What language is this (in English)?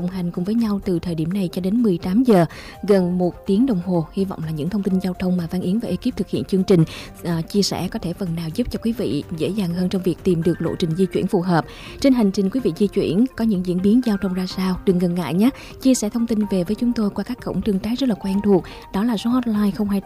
Vietnamese